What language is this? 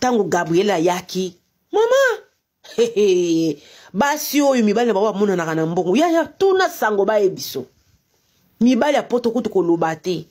Lingala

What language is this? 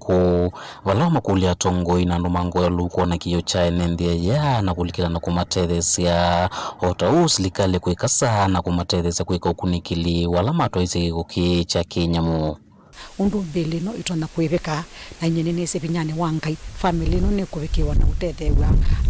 Kamba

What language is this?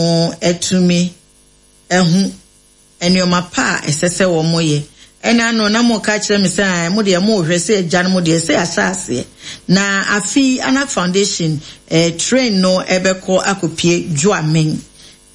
Akan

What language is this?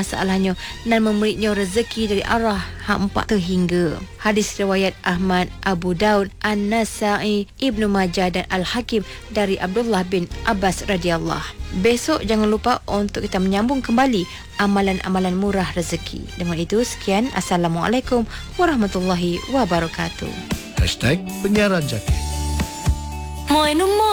Malay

